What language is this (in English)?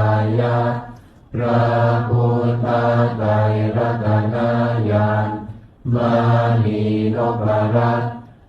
Pali